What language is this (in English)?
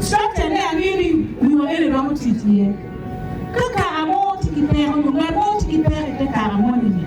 Acoli